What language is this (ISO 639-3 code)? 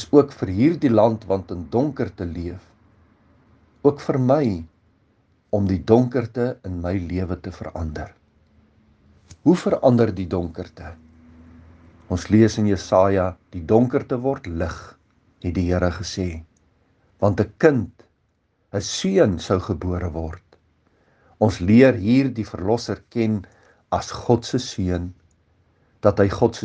afr